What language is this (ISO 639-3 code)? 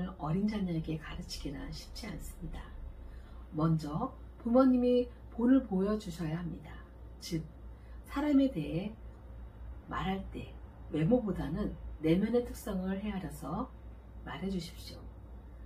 kor